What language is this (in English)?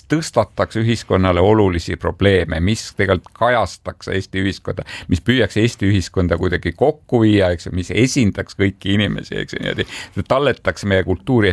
Estonian